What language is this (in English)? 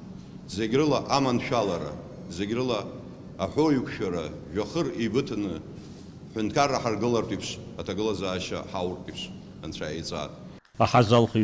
Abkhazian